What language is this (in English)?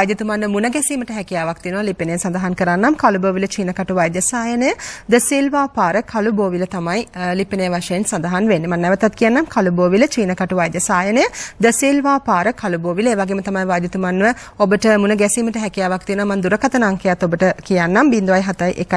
Sinhala